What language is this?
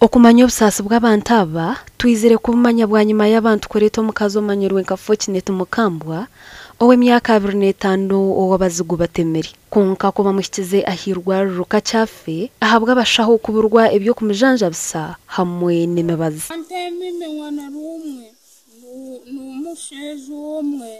Nyankole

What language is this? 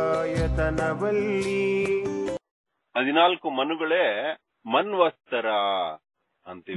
Kannada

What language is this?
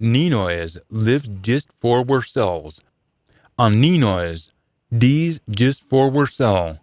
Scots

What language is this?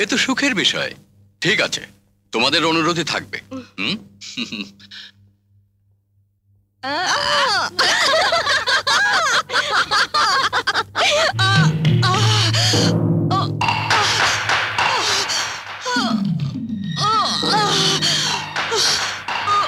Bangla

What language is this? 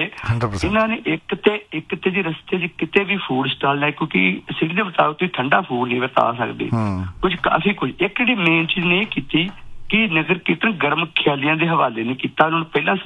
Punjabi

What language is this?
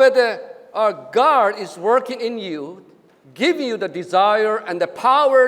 Lisu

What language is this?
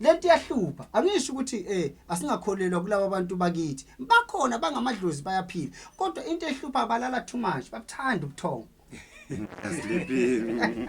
Zulu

